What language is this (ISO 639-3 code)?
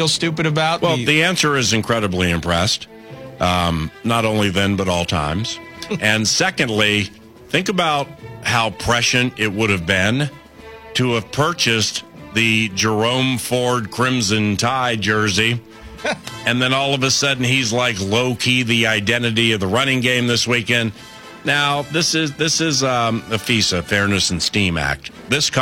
eng